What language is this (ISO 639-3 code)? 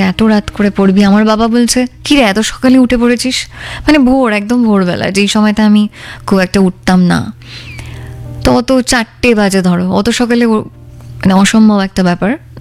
ben